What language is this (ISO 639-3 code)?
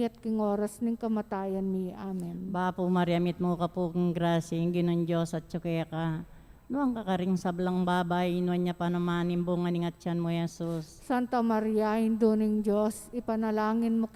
pam